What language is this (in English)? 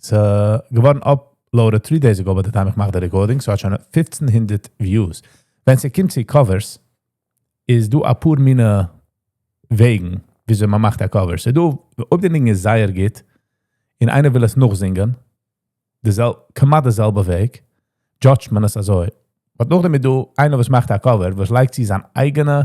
Yiddish